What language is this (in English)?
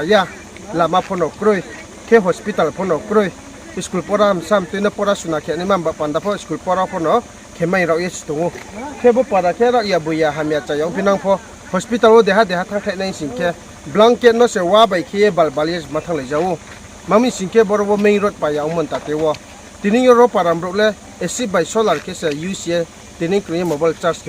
Riang (India)